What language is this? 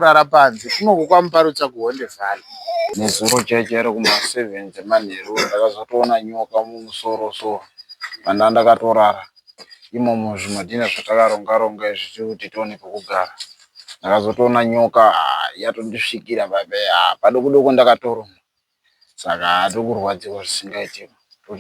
Shona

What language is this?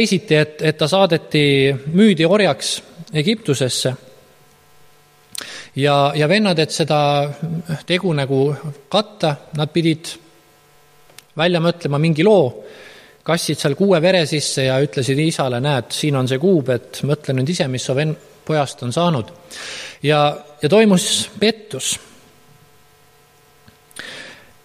Estonian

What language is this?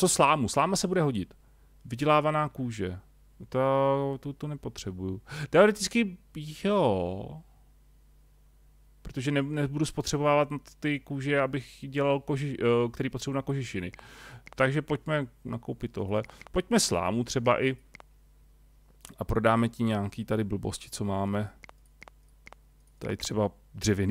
Czech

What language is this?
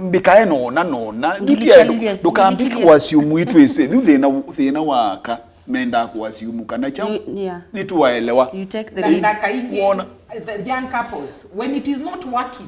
Kamba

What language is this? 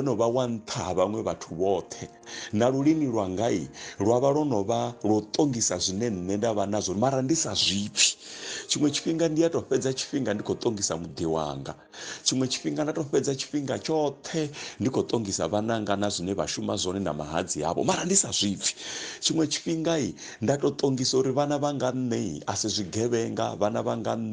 Venda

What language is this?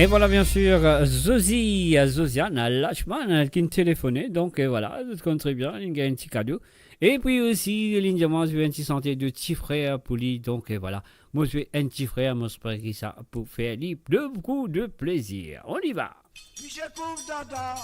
Morisyen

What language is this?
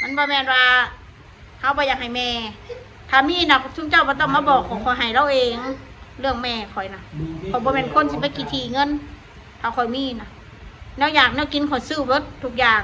Northeastern Thai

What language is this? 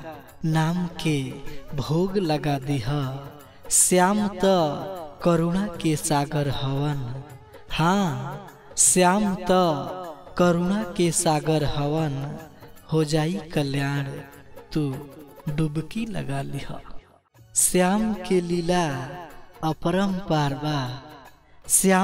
Bhojpuri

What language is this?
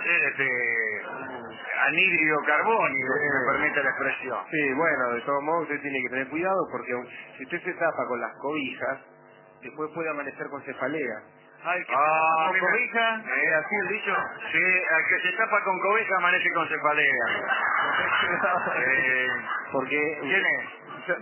Spanish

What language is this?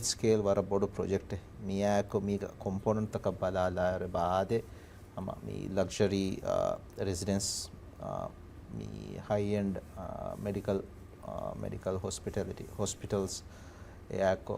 Divehi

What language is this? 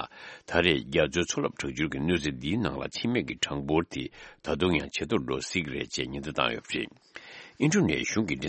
Tibetan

